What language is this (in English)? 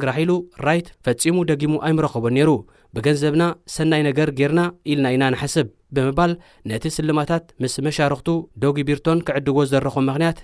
Tigrinya